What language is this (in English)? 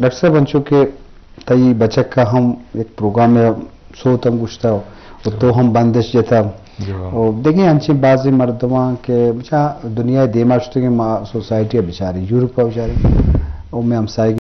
Eastern Balochi